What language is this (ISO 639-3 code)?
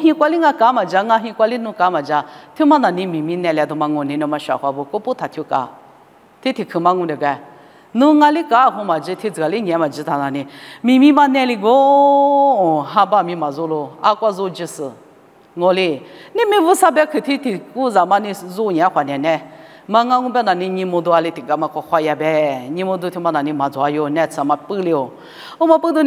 lis